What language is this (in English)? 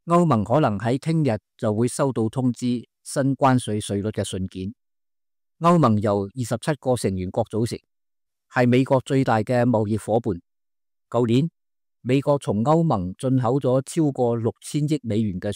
Cantonese